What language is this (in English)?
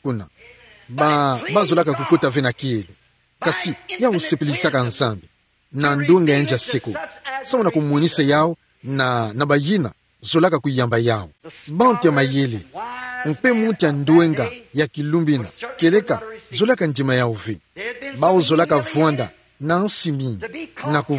Kituba (Democratic Republic of Congo)